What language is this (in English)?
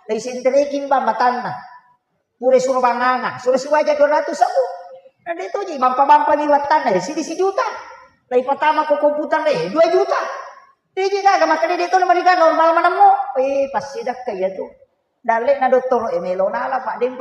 Buginese